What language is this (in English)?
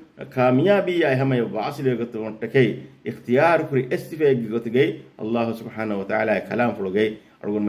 Divehi